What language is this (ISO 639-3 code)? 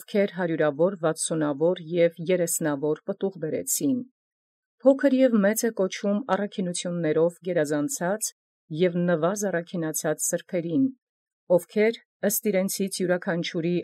hye